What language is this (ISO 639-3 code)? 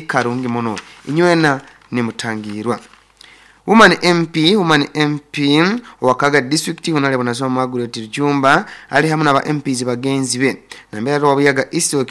nyo